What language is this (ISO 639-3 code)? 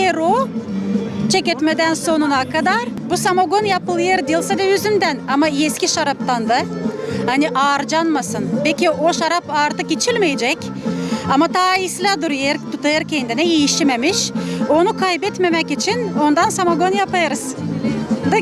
gag